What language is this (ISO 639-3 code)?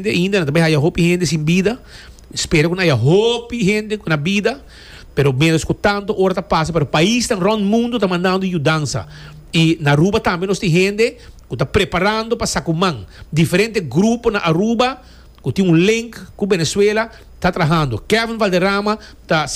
pap